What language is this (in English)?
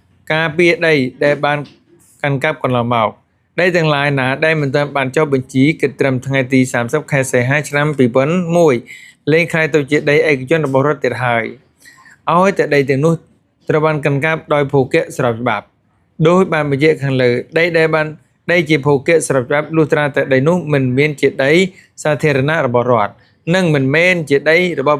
Khmer